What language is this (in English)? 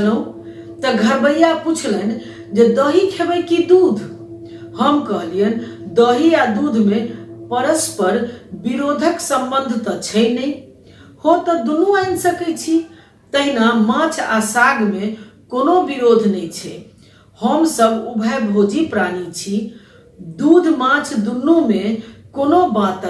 Maithili